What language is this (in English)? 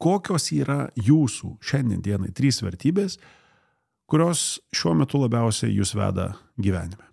Lithuanian